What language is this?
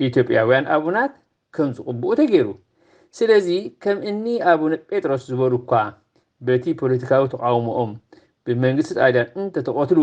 Tigrinya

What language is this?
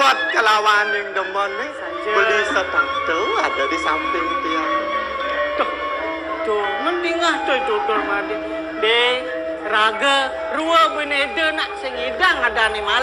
Balinese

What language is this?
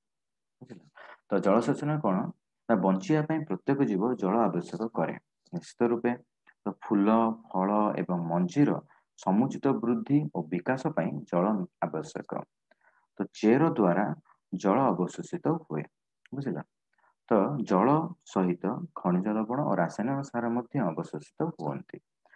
Odia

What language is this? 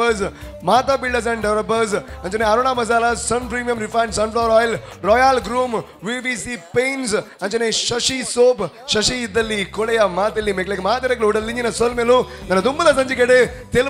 Tulu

